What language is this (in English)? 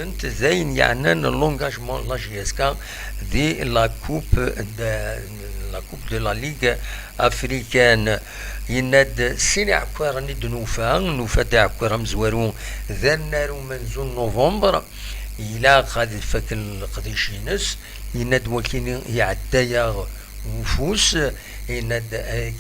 Kabyle